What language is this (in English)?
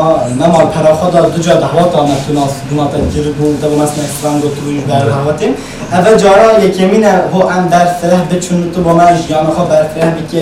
Kurdish